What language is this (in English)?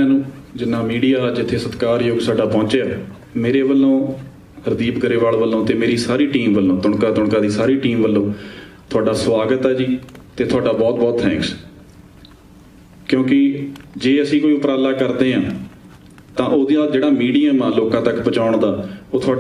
Punjabi